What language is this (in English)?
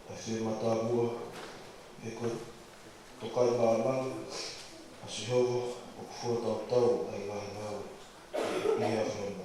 Tongan